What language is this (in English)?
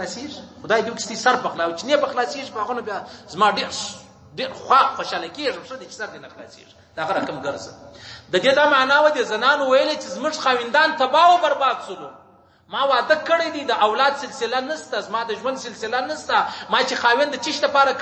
Pashto